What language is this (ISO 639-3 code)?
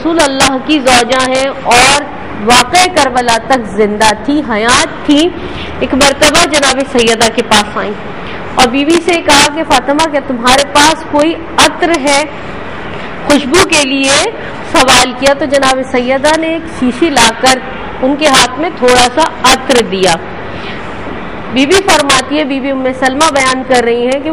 urd